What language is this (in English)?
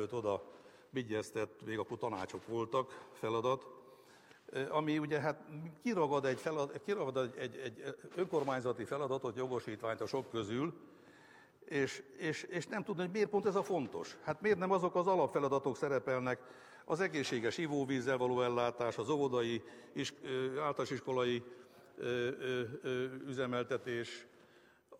Hungarian